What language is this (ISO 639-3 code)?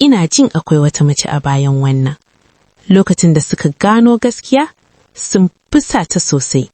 hau